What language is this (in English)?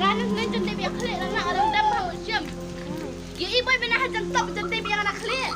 Khasi